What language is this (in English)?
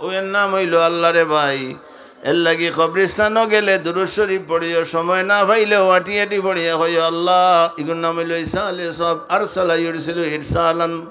Sylheti